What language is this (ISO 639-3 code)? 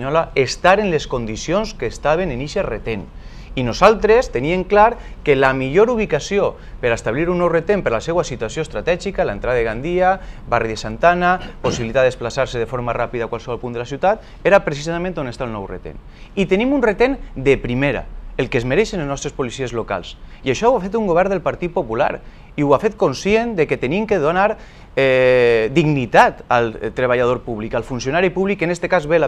cat